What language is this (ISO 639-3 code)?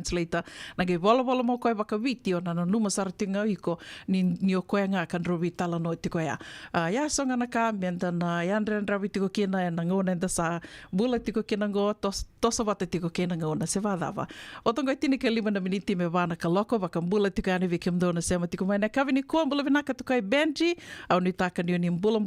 fij